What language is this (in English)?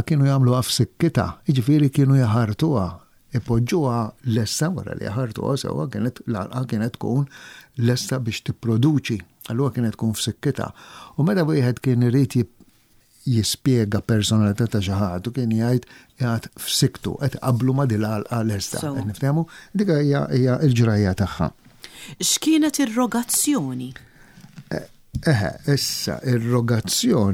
Maltese